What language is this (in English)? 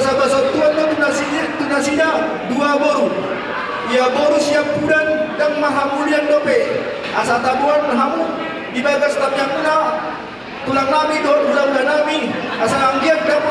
Batak Toba